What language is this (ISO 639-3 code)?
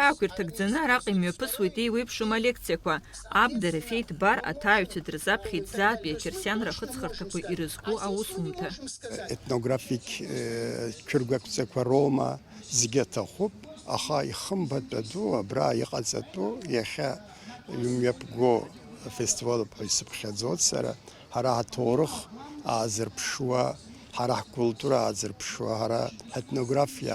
abk